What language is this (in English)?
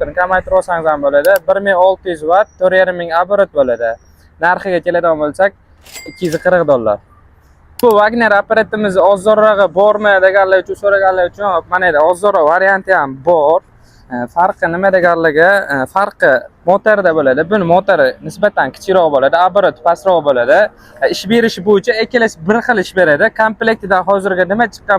Uzbek